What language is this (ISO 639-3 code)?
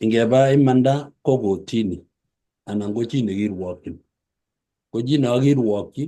kln